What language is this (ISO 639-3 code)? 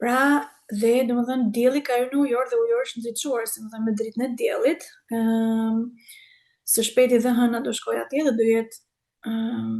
sqi